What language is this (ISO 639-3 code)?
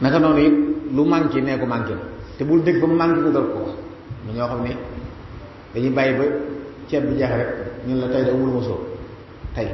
wol